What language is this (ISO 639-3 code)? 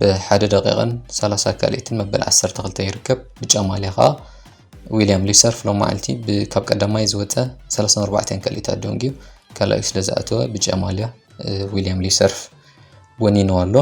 tir